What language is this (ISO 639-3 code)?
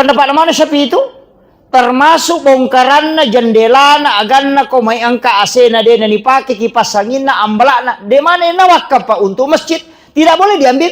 bug